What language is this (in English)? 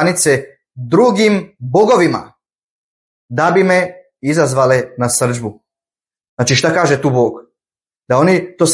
Bosnian